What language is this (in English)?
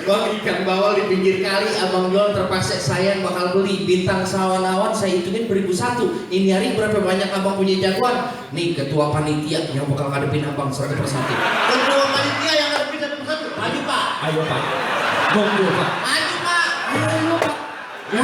Betawi